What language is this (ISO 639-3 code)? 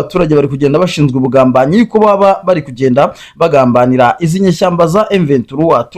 kin